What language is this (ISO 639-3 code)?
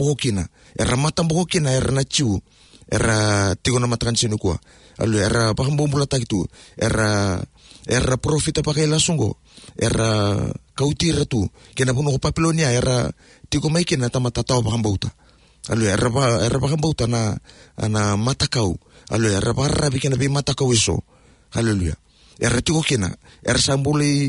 fij